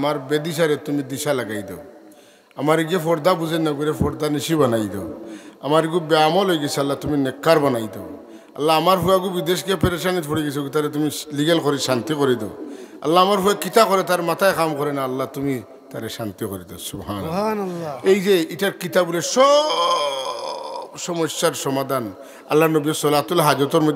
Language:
Sylheti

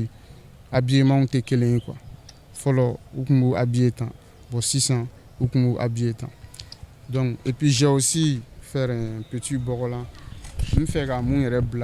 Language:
Bambara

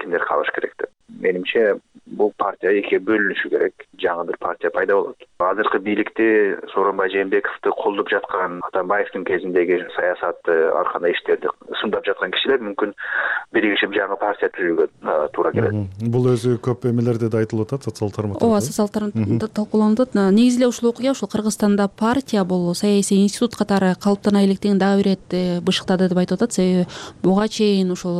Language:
Kyrgyz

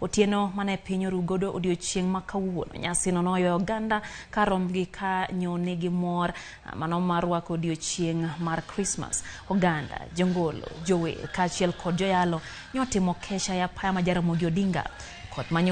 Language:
Luo (Kenya and Tanzania)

